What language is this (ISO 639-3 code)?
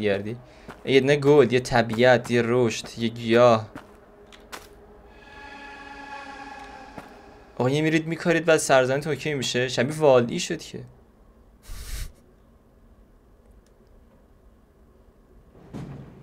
fas